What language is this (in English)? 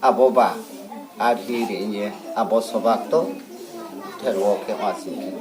Riang (India)